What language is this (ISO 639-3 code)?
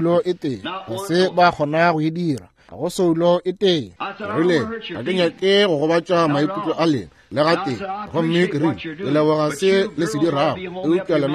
nso